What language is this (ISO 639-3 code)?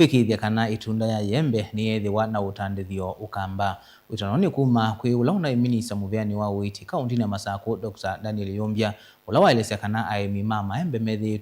kam